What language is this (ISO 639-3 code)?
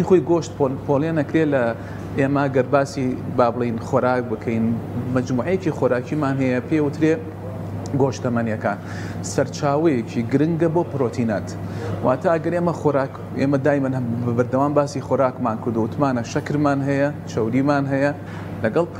ckb